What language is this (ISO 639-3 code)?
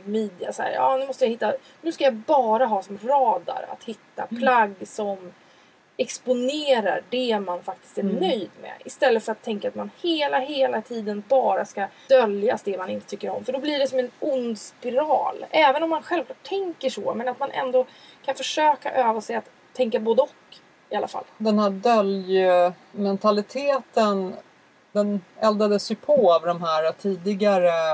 swe